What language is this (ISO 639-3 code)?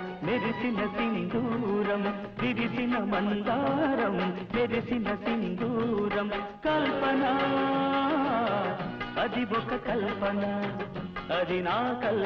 tel